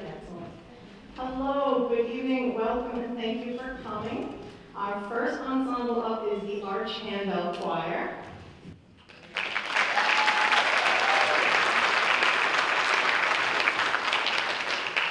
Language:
English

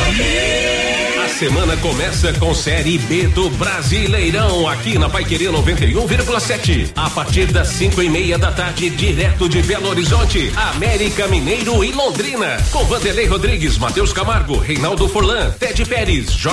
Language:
Portuguese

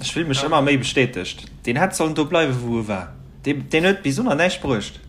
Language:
Luxembourgish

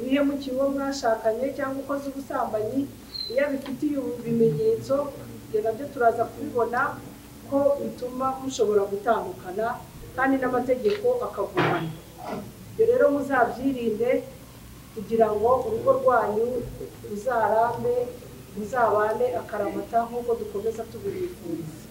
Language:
Kinyarwanda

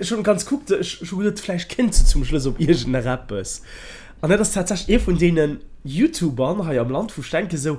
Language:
Luxembourgish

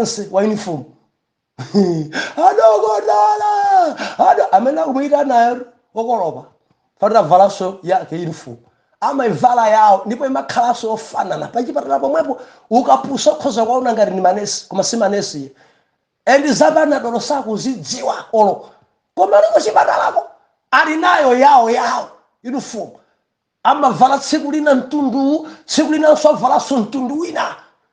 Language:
Nyanja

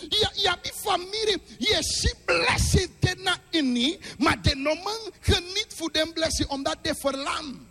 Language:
Sranan Tongo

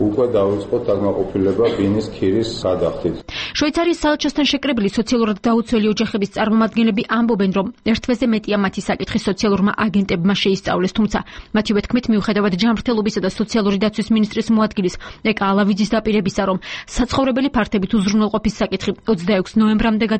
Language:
Georgian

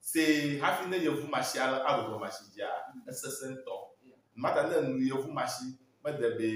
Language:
Ewe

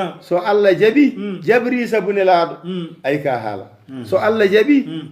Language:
Fula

